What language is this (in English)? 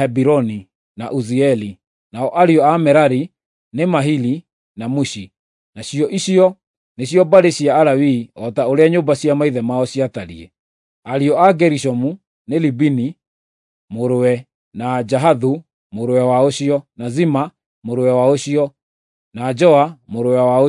Kikuyu